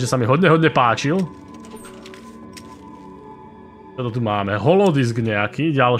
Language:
Slovak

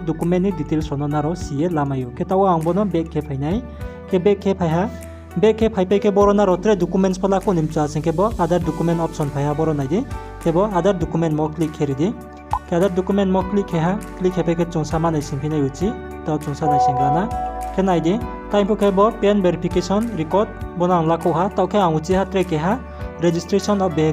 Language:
Riang (India)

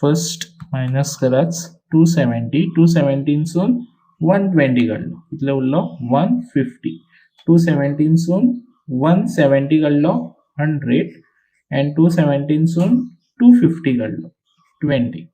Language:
Konkani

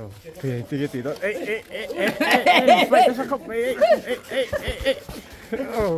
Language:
Mizo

